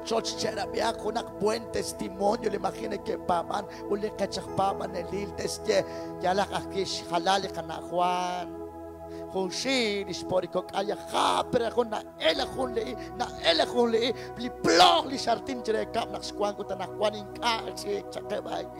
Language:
Kekchí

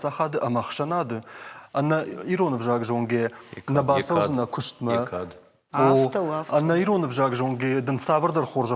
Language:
Ossetic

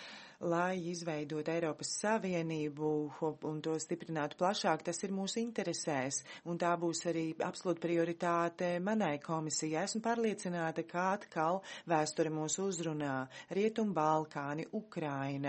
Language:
Latvian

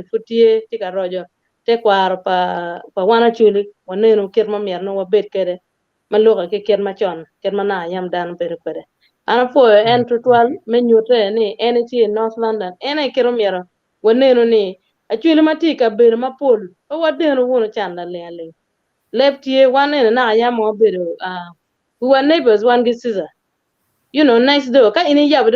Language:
Acoli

